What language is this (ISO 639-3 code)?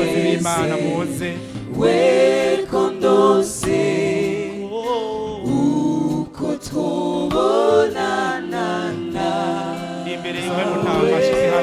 run